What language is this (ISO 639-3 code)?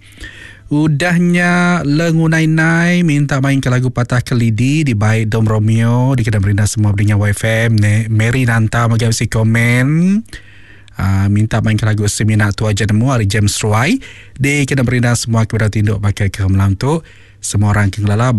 iba